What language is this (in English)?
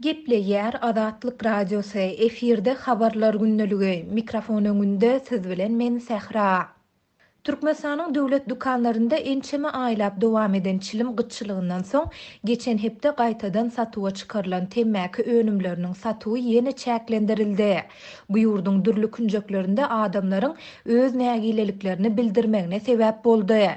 Turkmen